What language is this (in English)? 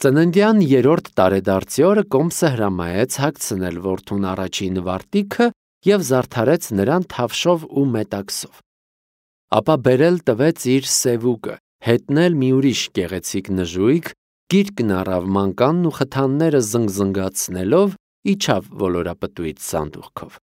Armenian